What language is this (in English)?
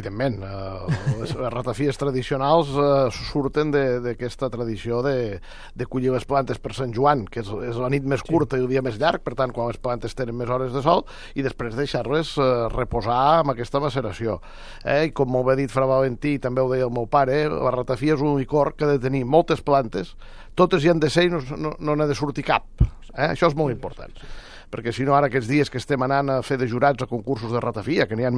Catalan